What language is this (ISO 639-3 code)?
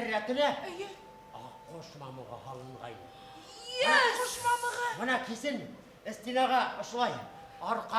bak